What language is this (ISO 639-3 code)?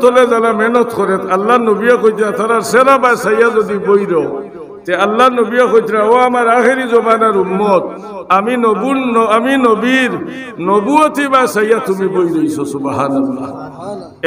syl